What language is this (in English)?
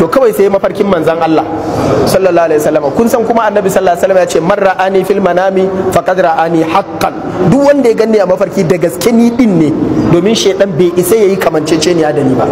Hausa